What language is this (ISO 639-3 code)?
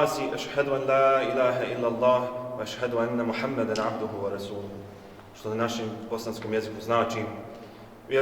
bos